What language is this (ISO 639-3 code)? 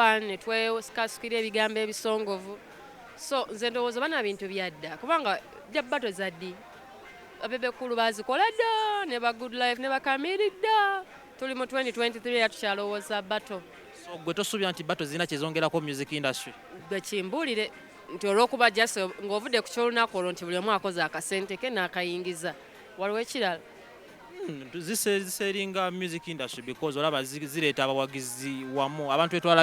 lug